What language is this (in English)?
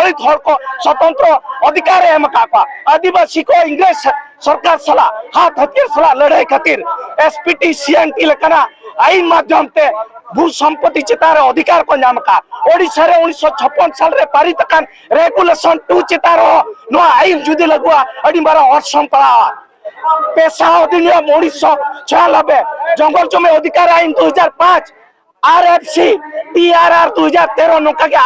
Santali